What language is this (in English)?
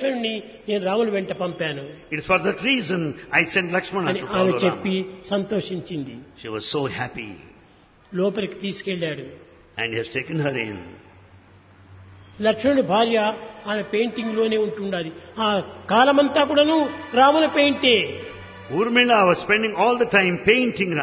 Telugu